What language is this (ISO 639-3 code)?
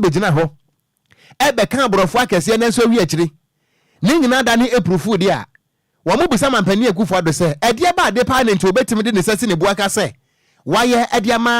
aka